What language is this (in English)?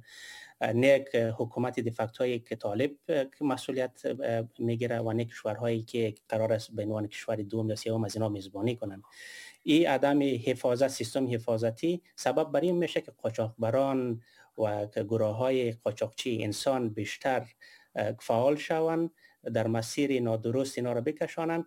Persian